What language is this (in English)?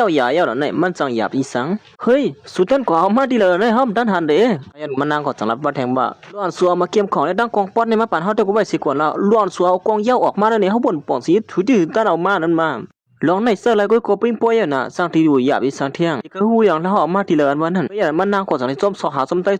Shan